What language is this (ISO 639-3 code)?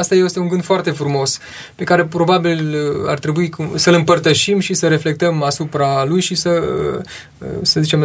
ron